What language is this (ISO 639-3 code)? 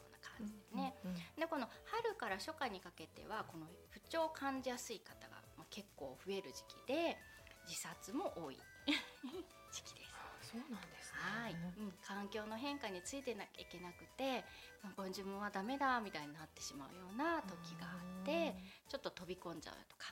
jpn